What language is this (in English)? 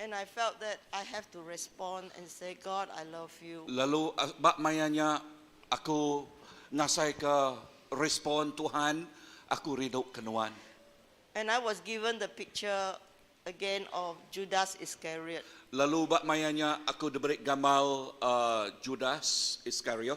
Iban